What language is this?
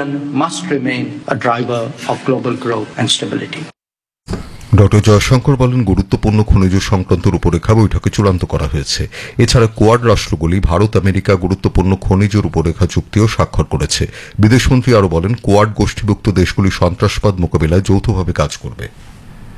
Bangla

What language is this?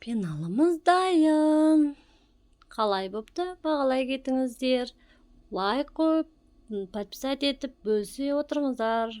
Kazakh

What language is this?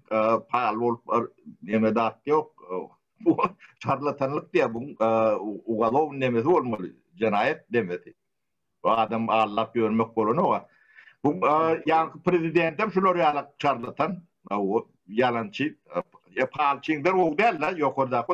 Turkmen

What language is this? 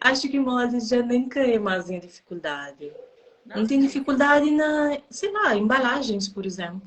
Kabuverdianu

